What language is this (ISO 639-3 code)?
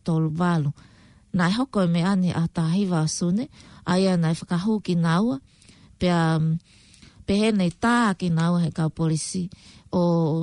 ton